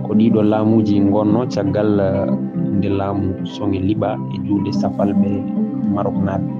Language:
Fula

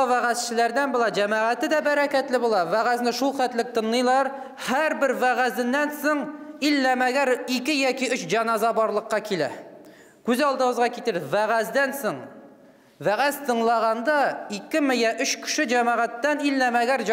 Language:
Tatar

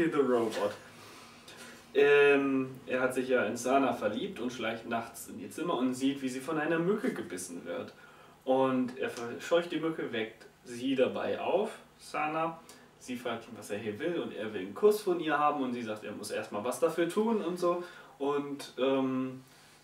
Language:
German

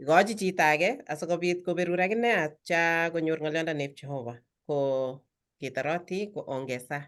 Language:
Kalenjin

